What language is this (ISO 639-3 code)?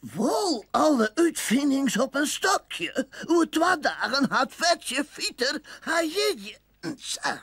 fry